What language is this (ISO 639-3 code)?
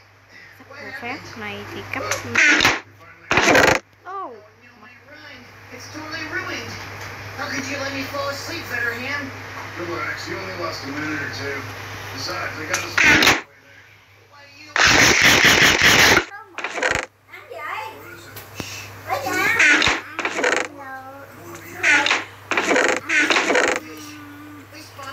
vie